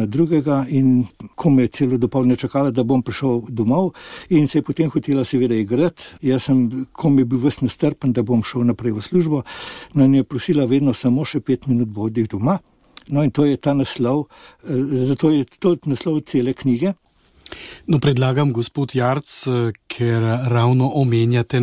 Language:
Slovenian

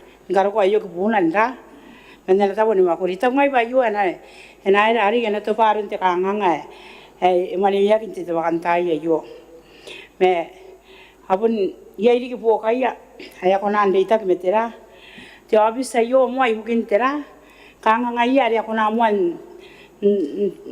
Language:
Gilbertese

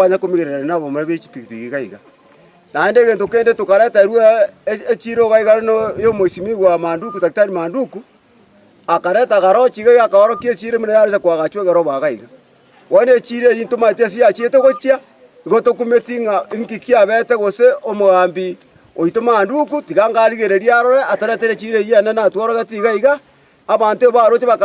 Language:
Gusii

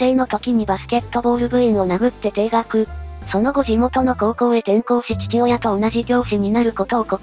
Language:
Japanese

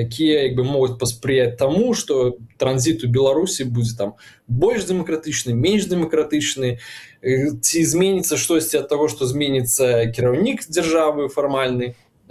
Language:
Belarusian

